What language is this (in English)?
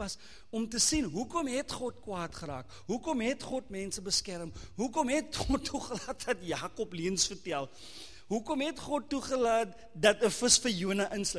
Afrikaans